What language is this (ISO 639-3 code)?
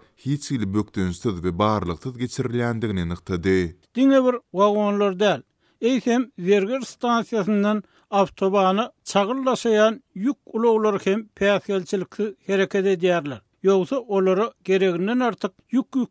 tuk